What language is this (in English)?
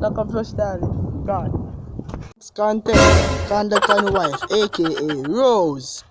Jamaican Creole English